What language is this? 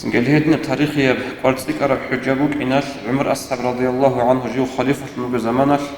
Avaric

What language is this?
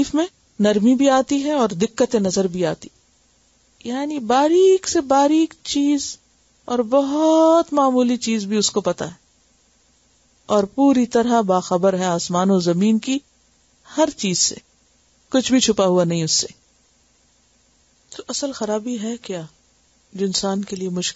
Urdu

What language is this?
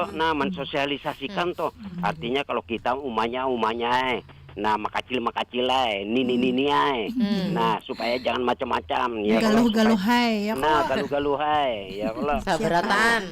Banjar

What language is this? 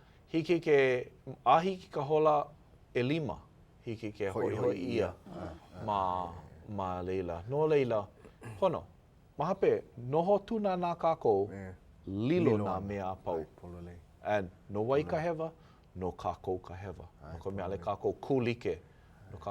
Hawaiian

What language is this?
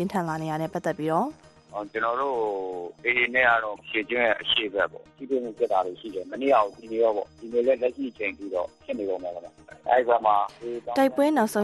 Burmese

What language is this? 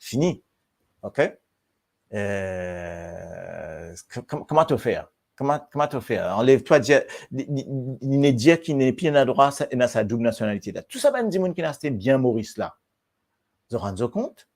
Morisyen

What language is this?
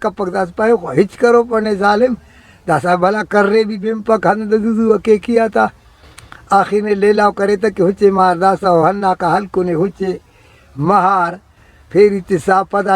Brahui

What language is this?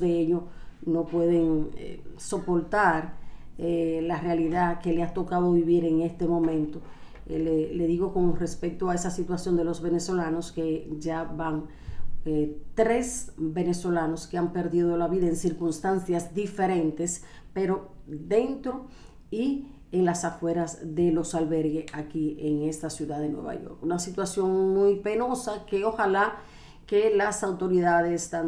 Spanish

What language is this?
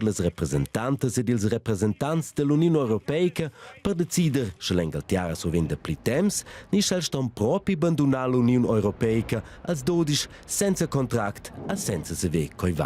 Romansh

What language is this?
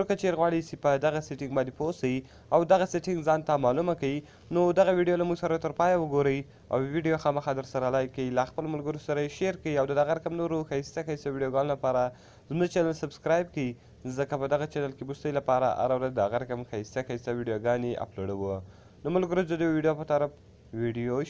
Pashto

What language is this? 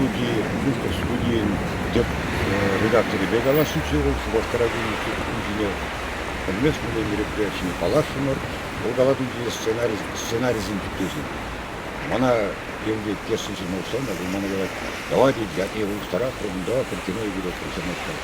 Chuvash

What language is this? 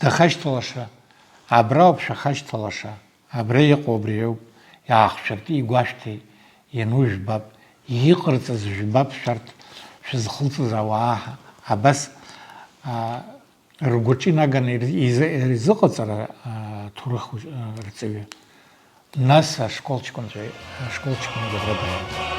Abkhazian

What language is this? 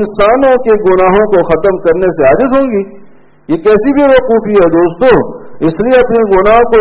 Urdu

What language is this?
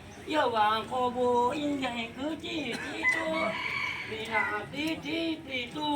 Hmong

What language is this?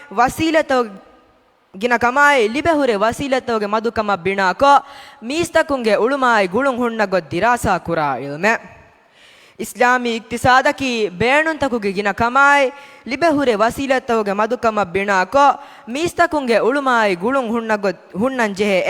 Divehi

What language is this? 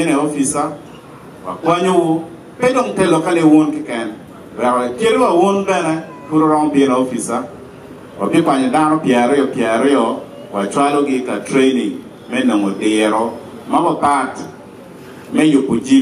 Acoli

